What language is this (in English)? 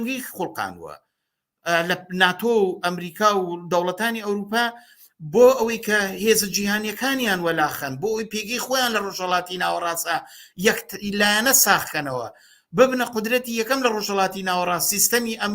Central Kurdish